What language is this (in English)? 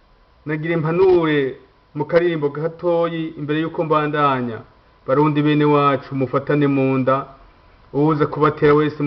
Rundi